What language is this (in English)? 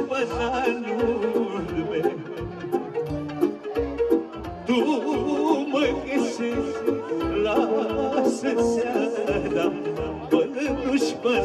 Romanian